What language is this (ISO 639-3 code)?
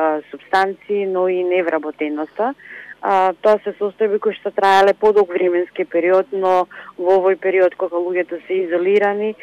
mkd